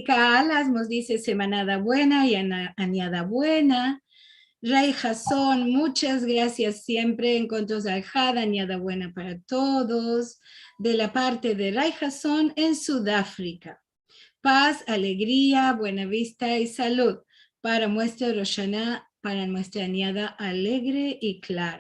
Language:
Ladino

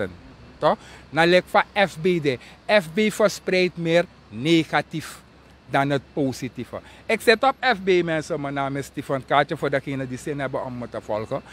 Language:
Dutch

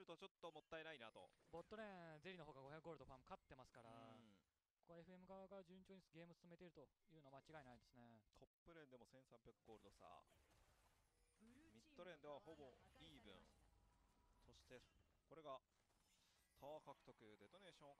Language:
Japanese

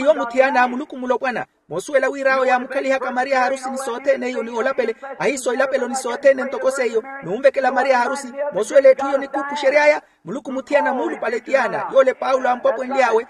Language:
Makhuwa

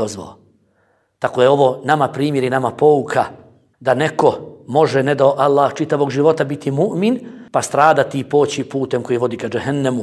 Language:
Bosnian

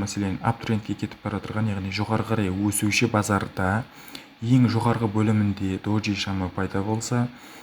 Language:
Kara-Kalpak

